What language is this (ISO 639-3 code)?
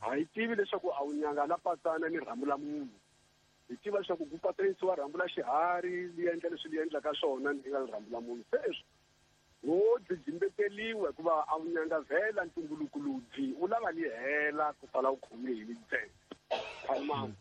tso